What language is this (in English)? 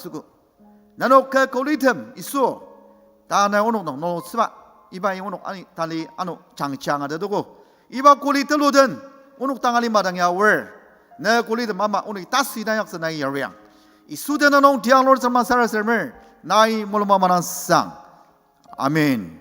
Ao Naga